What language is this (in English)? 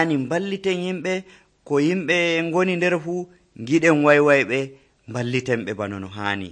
Nigerian Fulfulde